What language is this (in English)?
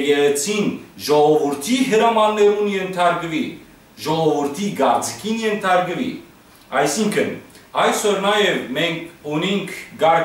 Western Armenian